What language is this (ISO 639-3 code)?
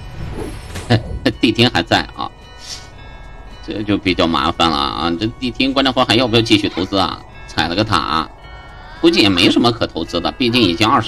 zho